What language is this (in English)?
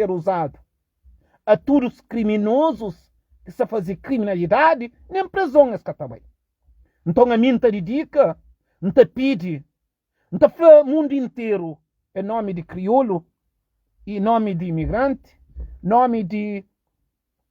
Kabuverdianu